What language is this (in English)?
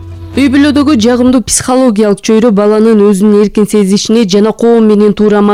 Kyrgyz